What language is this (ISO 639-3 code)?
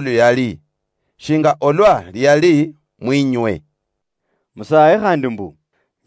luy